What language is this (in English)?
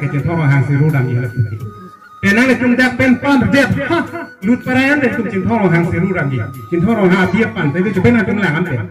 Karbi